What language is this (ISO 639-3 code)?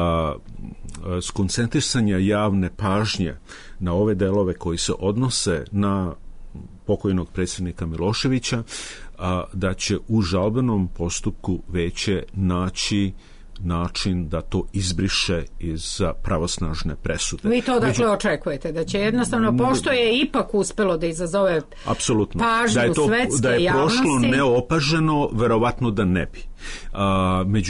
srp